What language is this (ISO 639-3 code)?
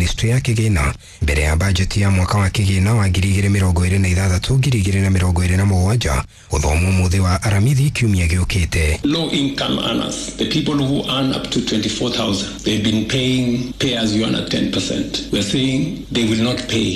kik